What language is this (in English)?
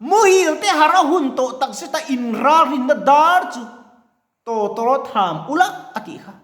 Mizo